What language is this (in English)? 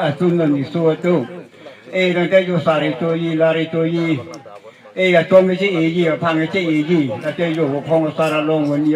Karbi